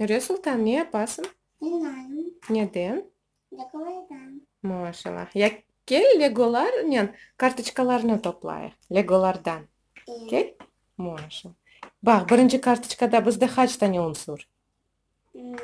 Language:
Crimean Tatar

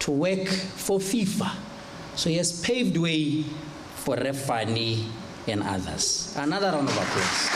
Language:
Tswana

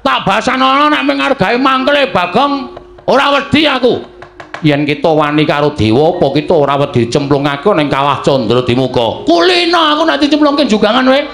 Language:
Javanese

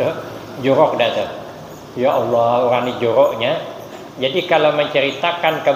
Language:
Banjar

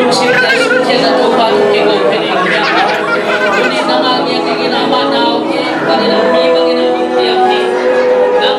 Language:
Tedim Chin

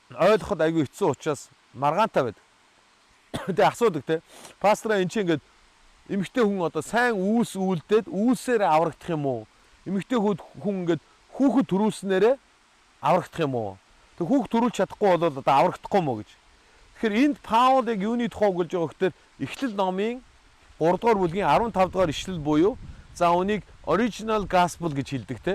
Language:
Mongolian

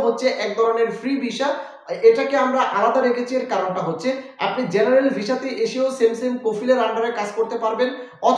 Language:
Bangla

